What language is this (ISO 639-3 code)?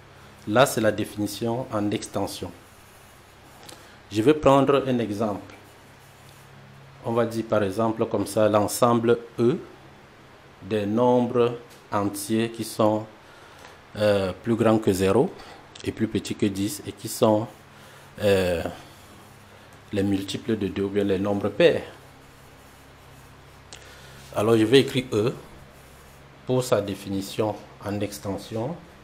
fra